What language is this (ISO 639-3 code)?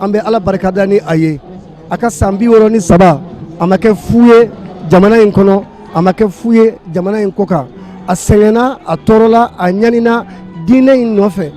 bam